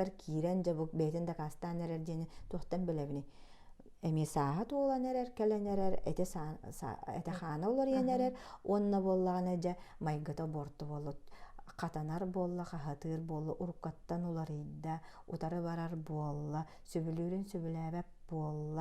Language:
Yakut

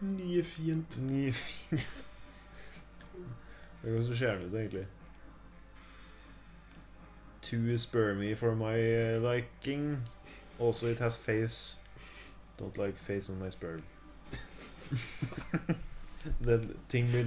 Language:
Norwegian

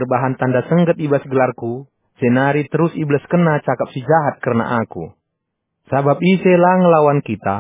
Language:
Batak Karo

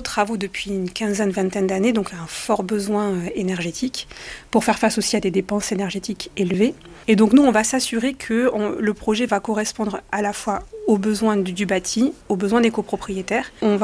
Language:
French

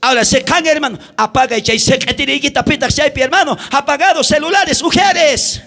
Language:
South Bolivian Quechua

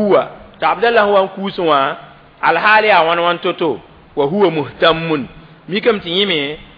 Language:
Mossi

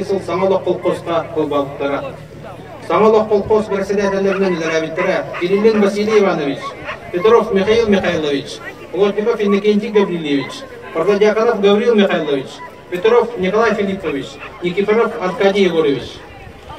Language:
Yakut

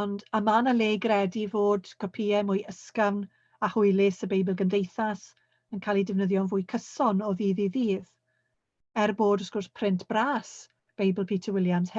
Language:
Welsh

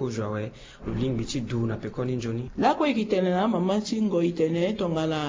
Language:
Sango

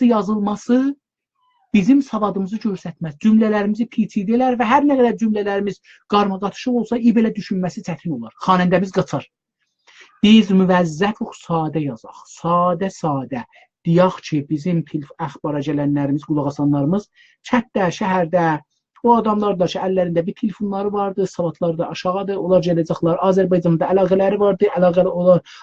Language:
South Azerbaijani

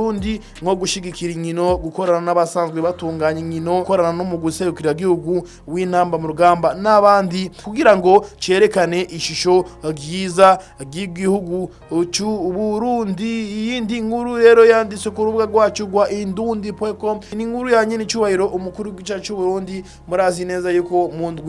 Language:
Rundi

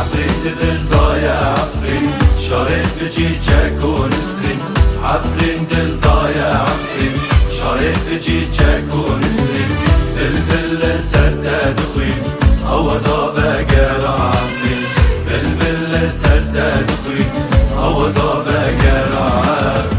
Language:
Kurdish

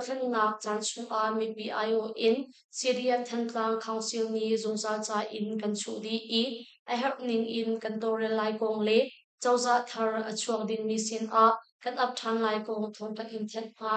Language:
Hakha Chin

